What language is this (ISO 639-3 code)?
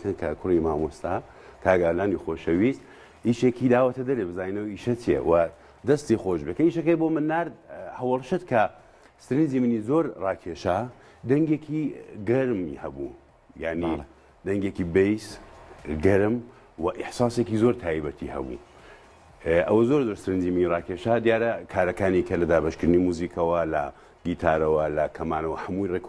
ckb